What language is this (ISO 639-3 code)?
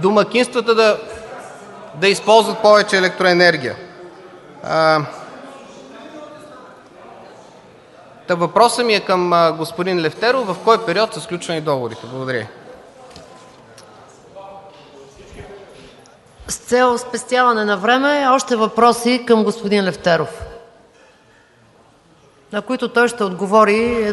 bul